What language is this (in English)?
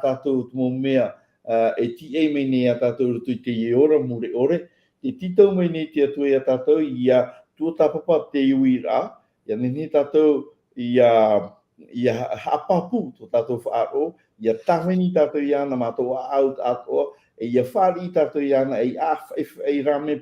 Tahitian